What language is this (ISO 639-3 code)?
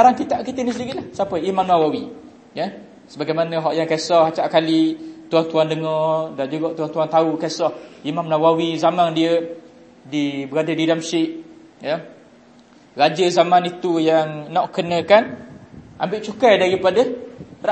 msa